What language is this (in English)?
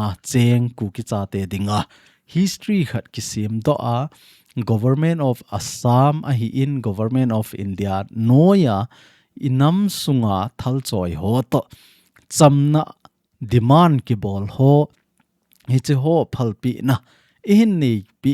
Thado Chin